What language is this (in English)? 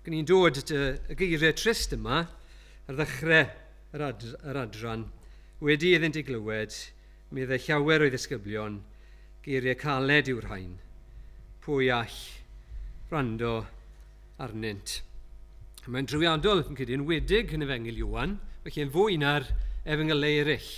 Welsh